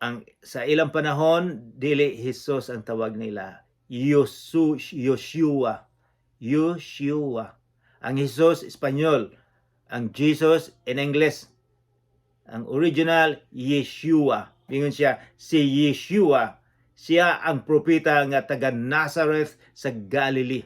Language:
Cebuano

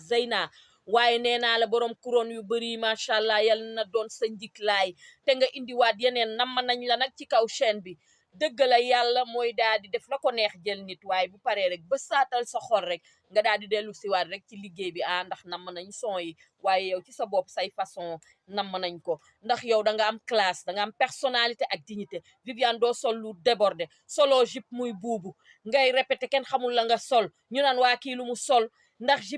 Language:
Wolof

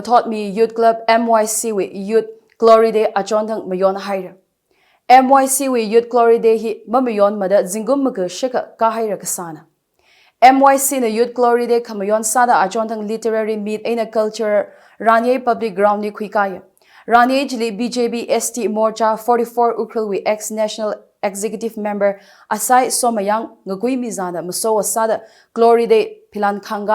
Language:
Tangkhul Naga (India)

